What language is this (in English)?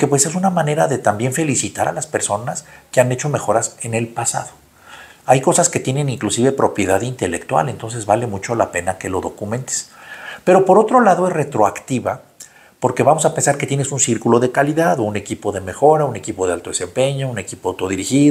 Spanish